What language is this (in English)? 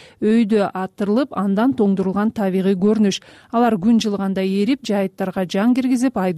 Kyrgyz